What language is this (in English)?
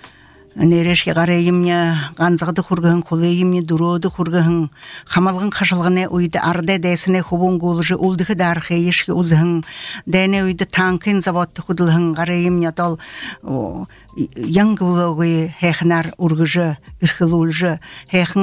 Buriat